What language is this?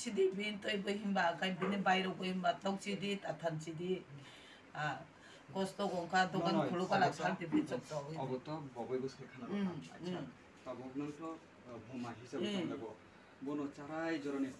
Riang (India)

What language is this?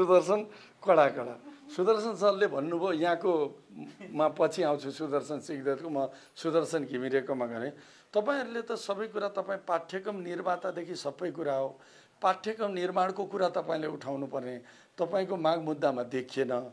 Nepali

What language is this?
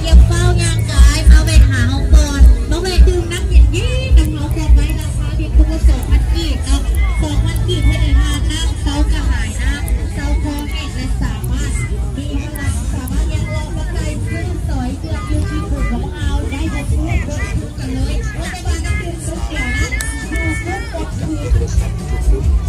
Lao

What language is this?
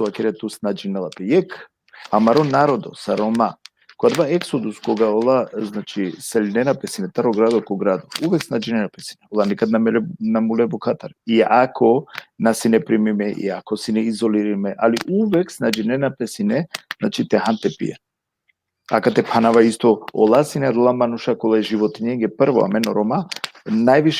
Balkan Romani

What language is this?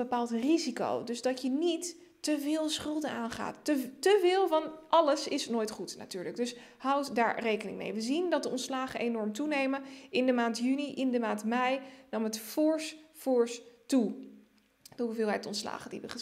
Dutch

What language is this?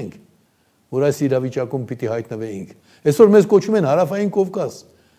Armenian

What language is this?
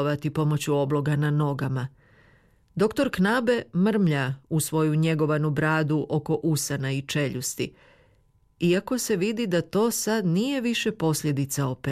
Croatian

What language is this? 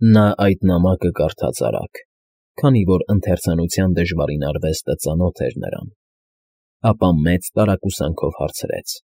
Armenian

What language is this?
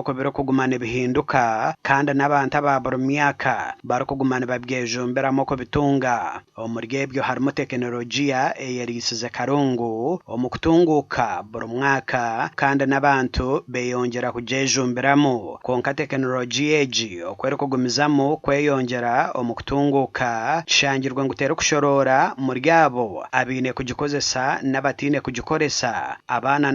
Nyankole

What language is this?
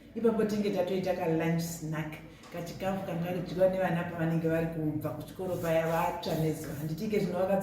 Shona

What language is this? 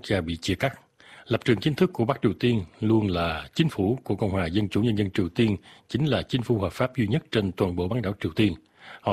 Vietnamese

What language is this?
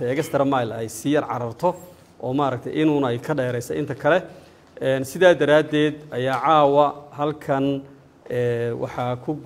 Somali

